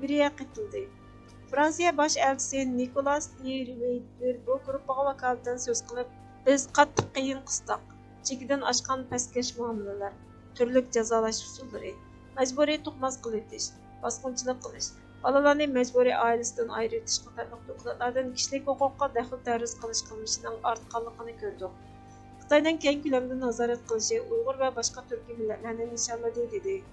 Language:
Uyghur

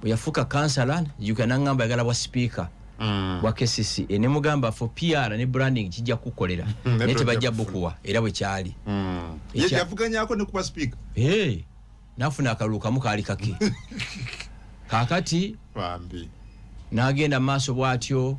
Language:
Ganda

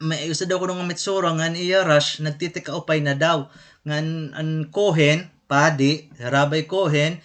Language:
Waray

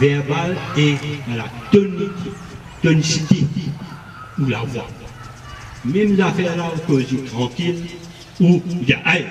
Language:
Morisyen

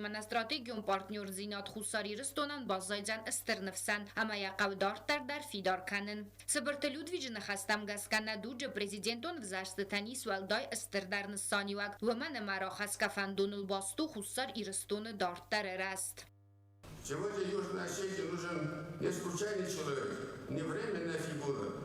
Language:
Ossetic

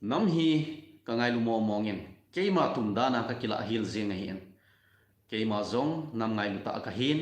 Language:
Thado Chin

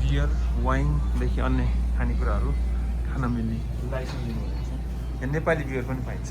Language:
Nepali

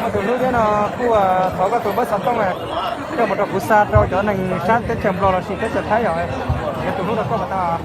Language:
Hmong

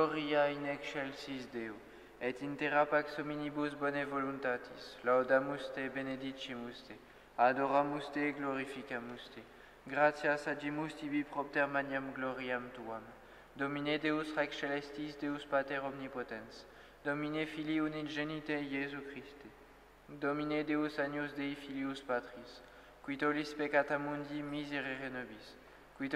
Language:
Latin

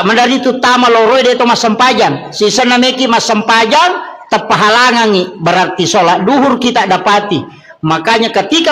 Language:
Buginese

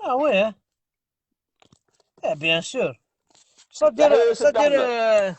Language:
Kabyle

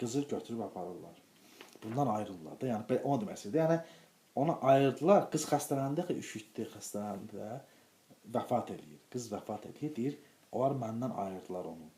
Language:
Azerbaijani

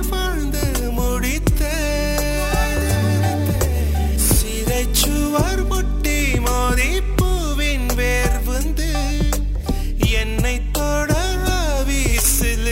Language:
Tamil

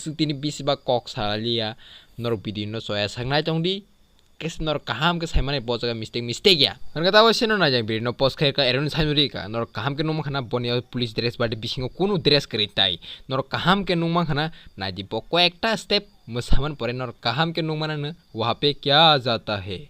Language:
Kok Borok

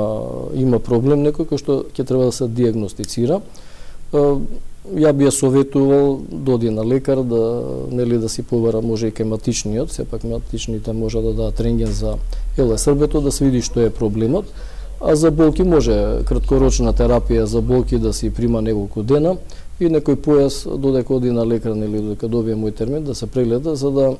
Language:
Macedonian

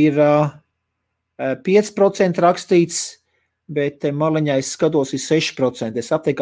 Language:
Latvian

